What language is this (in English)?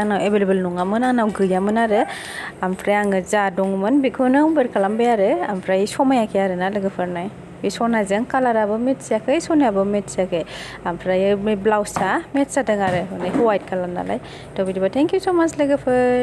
Bodo